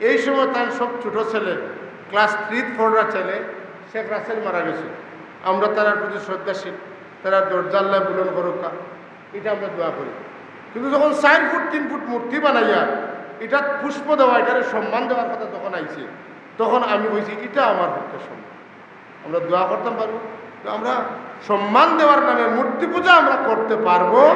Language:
Sylheti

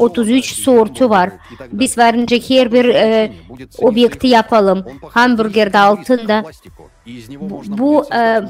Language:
Gagauz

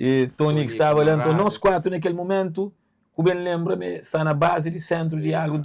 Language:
Kabuverdianu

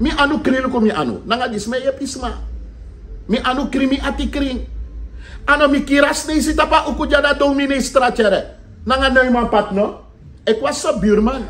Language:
Sranan Tongo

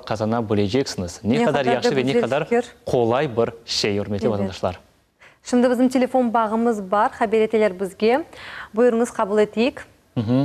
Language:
Crimean Tatar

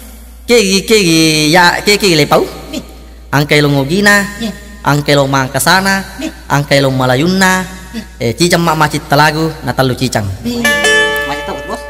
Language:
Buginese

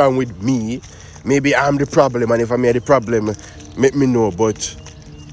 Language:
Jamaican Creole English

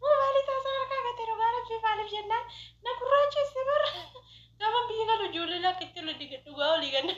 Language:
Oromo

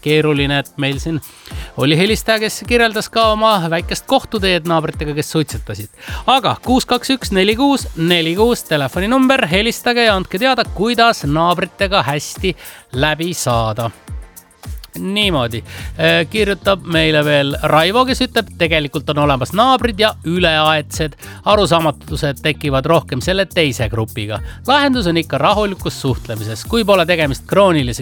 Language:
Estonian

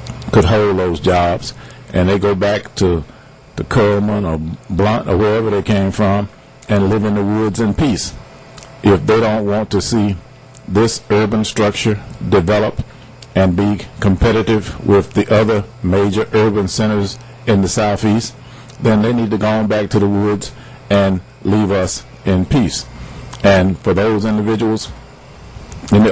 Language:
English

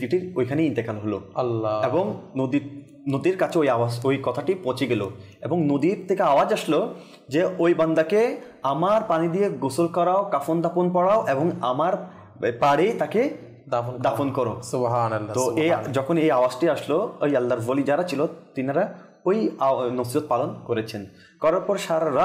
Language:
Bangla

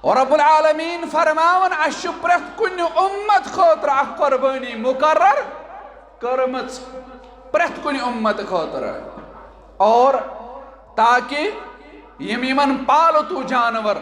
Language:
Kashmiri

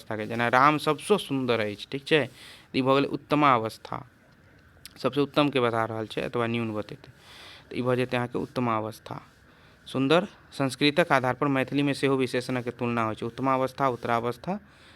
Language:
Maithili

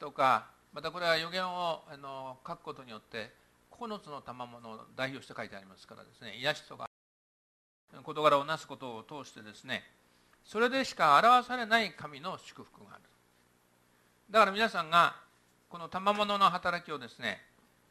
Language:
Japanese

